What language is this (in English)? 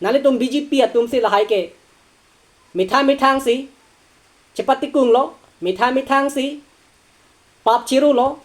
Karbi